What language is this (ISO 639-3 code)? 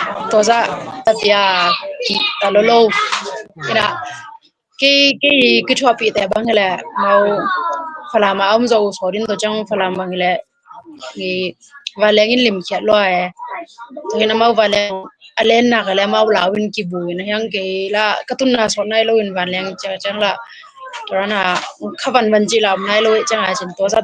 ctd